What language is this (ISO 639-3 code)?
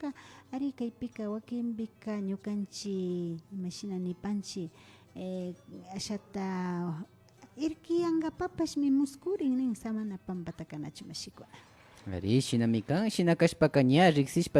qvi